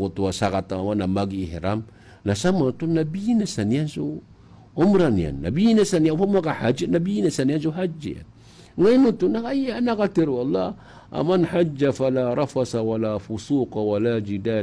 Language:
Maranao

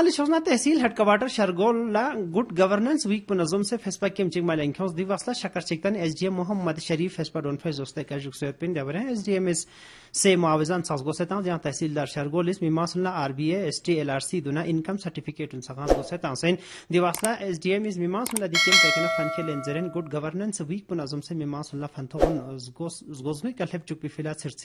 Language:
Pashto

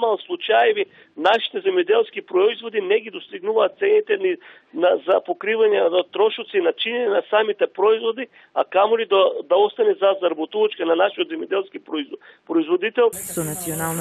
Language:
Macedonian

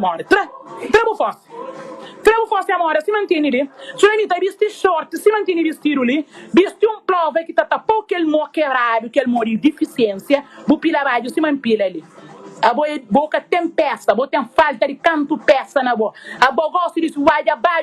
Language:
Kabuverdianu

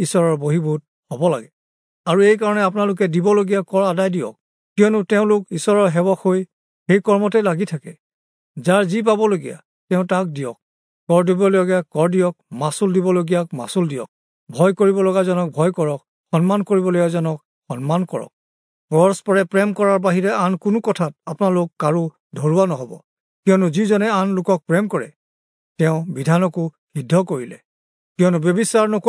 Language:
Assamese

